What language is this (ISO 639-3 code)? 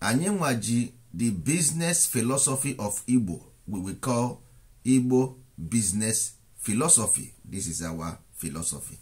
ibo